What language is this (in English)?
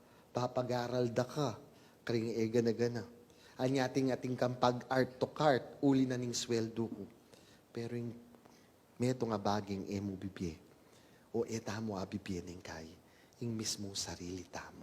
Pampanga